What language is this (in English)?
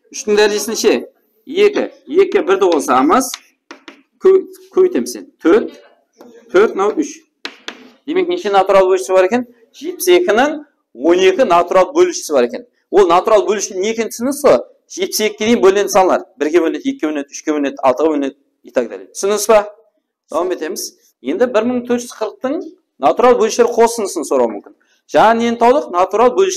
Kara-Kalpak